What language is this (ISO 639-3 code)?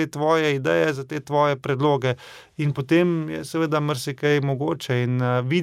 slv